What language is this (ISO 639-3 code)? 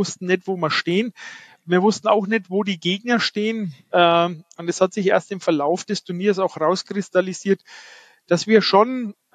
deu